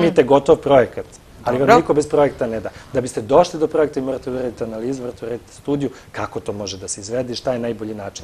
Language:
Serbian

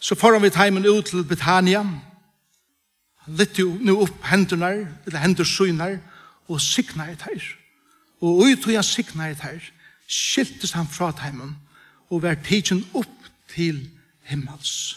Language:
Faroese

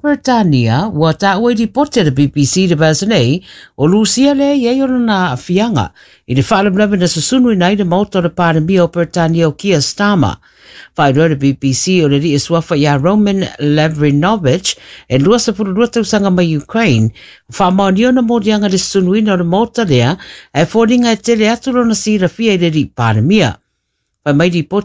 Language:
Samoan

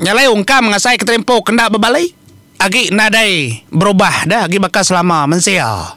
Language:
Iban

